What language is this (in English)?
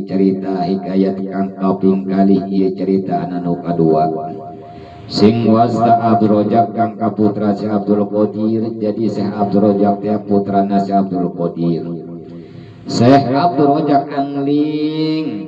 Sundanese